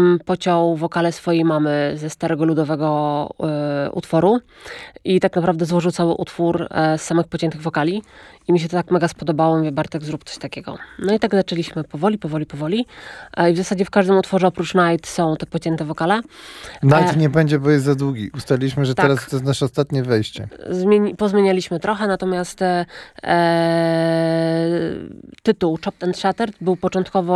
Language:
Polish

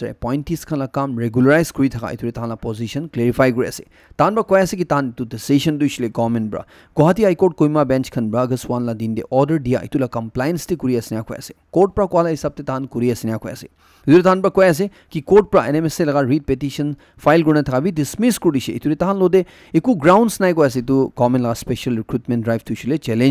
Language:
Naga Pidgin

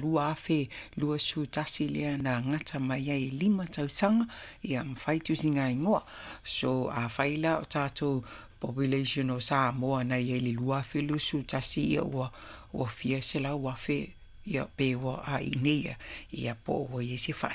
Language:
Samoan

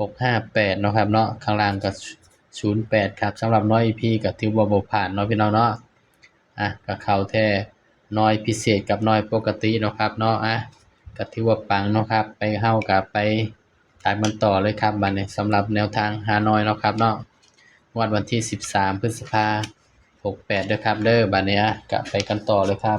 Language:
Northeastern Thai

